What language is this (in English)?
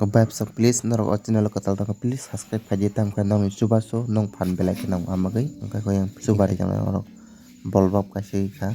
Kok Borok